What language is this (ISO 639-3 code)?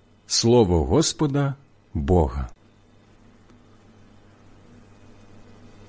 ukr